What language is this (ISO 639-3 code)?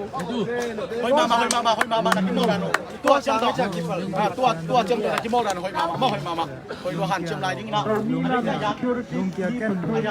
ctd